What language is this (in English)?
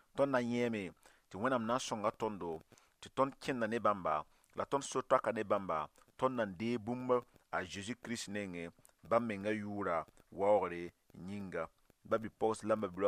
Mossi